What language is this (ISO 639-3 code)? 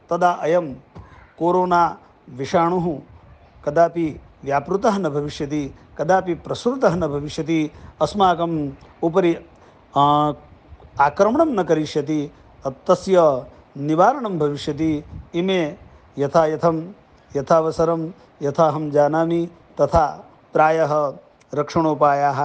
san